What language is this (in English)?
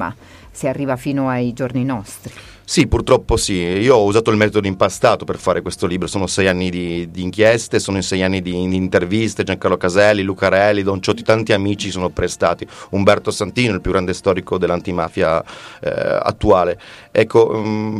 Italian